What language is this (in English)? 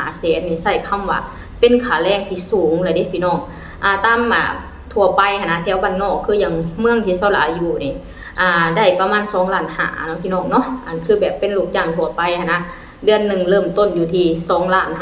Lao